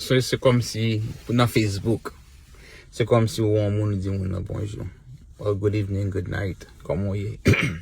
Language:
Haitian Creole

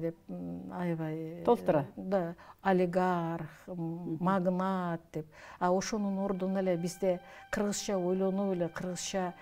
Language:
Kyrgyz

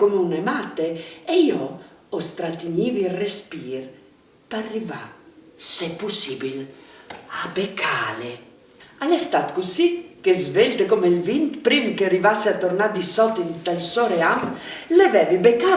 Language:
Friulian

